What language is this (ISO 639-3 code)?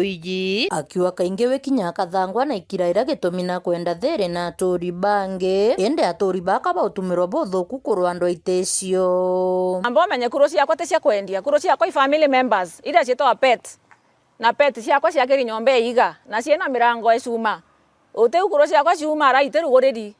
mer